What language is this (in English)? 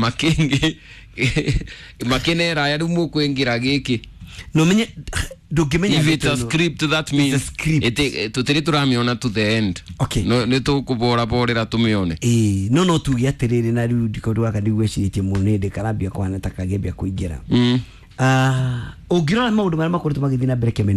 Kikuyu